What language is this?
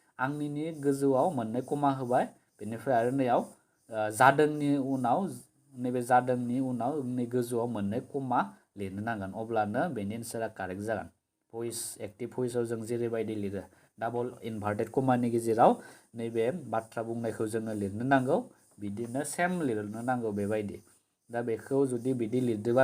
Bodo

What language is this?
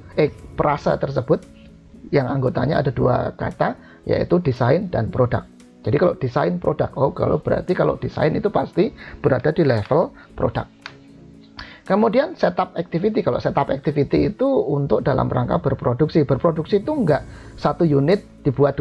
Indonesian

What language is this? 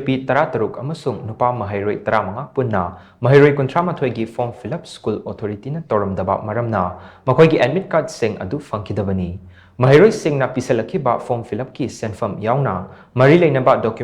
Manipuri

